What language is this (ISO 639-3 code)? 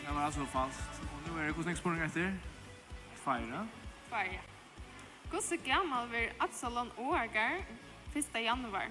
fao